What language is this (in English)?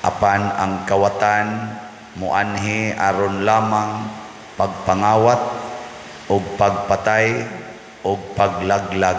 Cebuano